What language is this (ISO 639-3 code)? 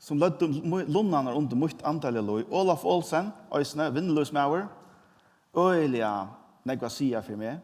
fao